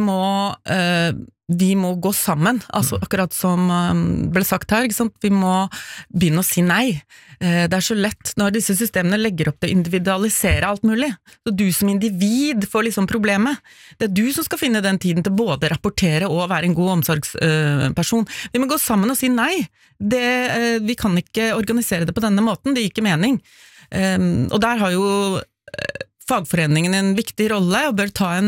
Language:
Norwegian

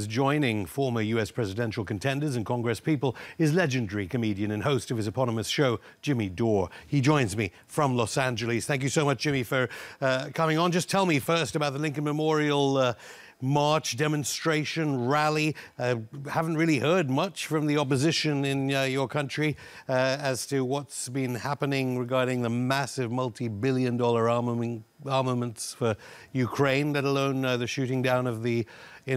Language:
English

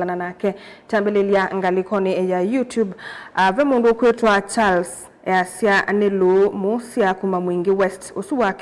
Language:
Kamba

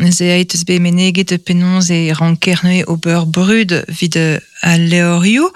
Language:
Breton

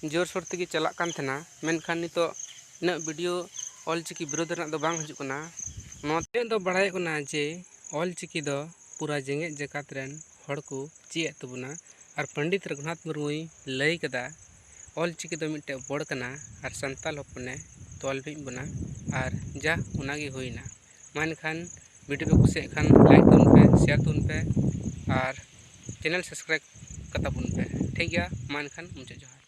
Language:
Santali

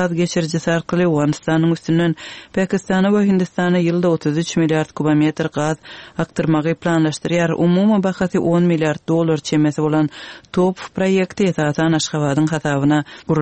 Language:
Turkmen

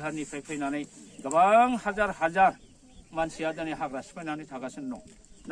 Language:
Bodo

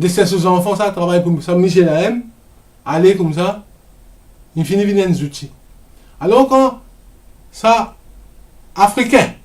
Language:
Morisyen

